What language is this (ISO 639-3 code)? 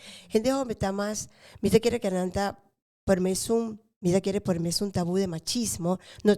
pap